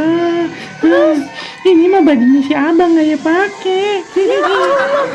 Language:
Betawi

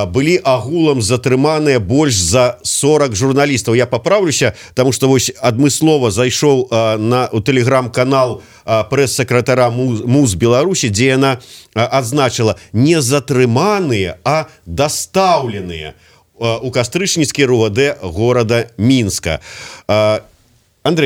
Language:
Belarusian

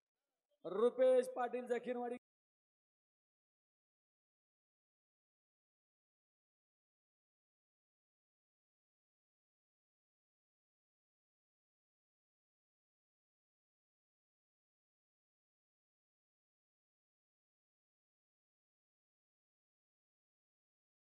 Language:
Marathi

